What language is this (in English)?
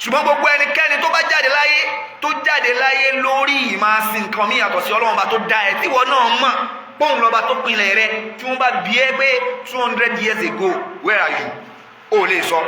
Yoruba